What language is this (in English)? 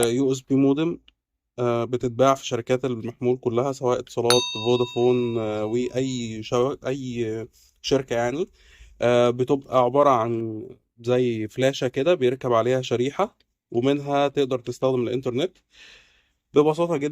Egyptian Arabic